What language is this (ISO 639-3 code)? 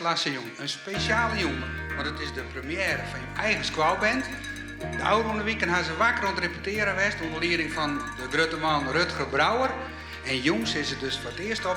fry